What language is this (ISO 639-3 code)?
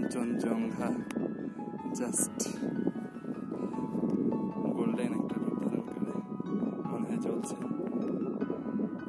ben